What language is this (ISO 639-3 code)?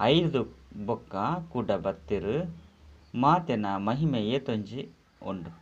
tcy